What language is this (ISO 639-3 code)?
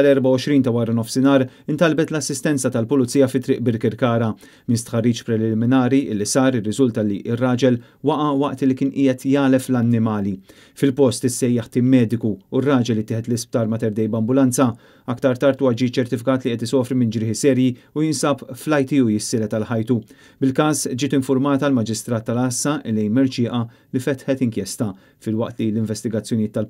mlt